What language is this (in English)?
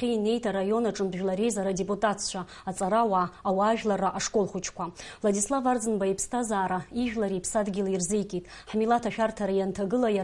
Abkhazian